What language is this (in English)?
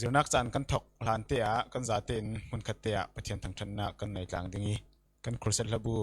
Falam Chin